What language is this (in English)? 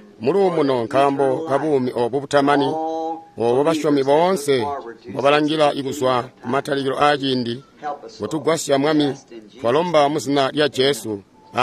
Tonga (Zambia)